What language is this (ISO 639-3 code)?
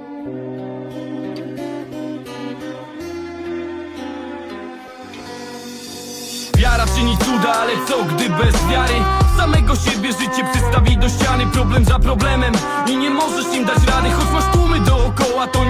pol